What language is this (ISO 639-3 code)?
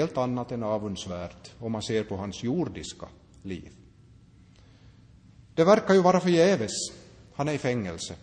swe